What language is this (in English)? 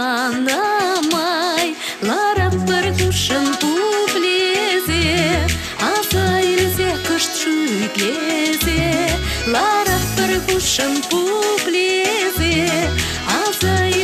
Chuvash